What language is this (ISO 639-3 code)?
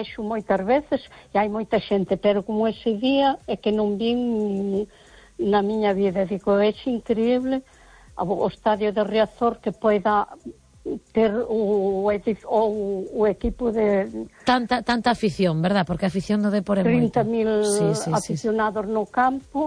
glg